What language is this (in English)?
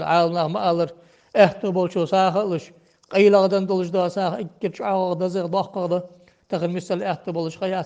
Ingush